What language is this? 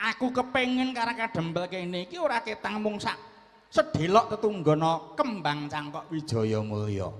Javanese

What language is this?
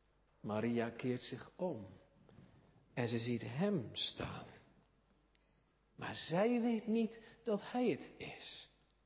Dutch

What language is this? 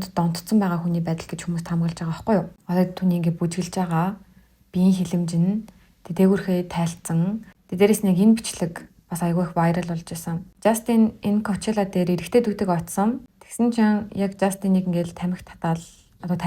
Mongolian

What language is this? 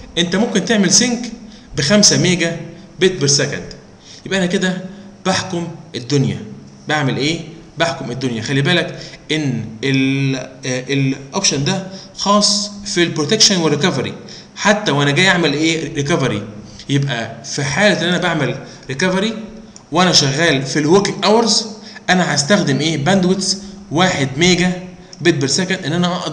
Egyptian Arabic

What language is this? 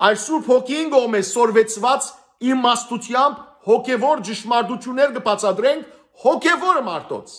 Western Armenian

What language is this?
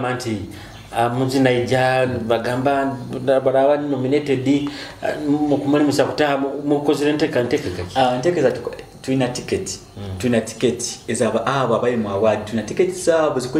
Nyoro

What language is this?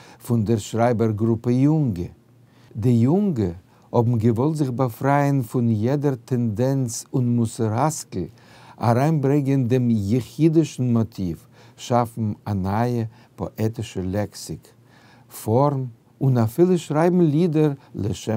Yiddish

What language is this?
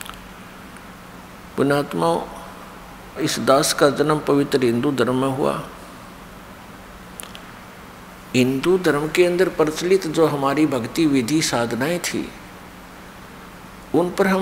Hindi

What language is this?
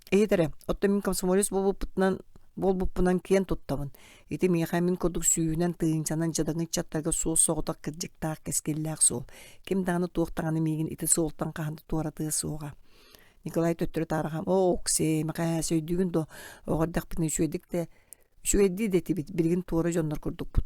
Yakut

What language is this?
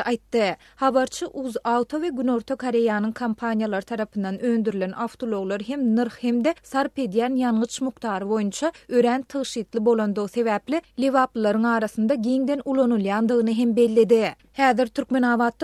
Turkmen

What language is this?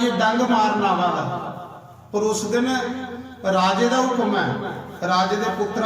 Dogri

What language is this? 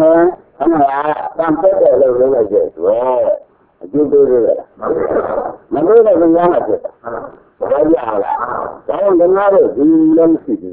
Burmese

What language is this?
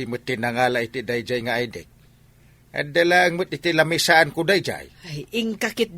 Iloko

